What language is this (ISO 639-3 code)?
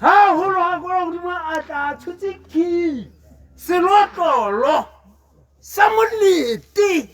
tsn